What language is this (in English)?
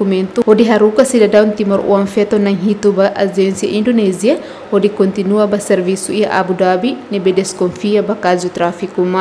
Tetum